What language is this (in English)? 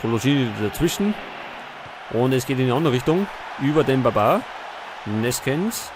Bavarian